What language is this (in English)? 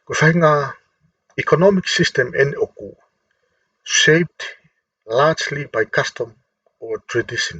Tongan